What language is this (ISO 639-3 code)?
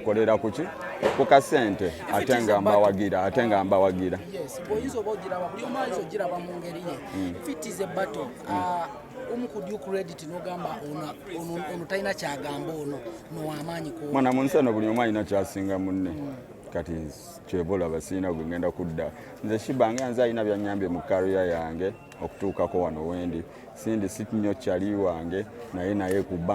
lug